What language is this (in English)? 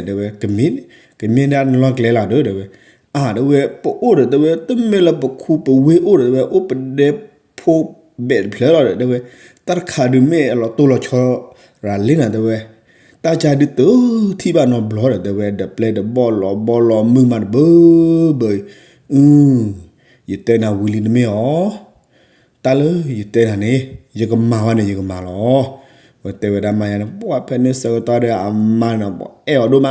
S'gaw Karen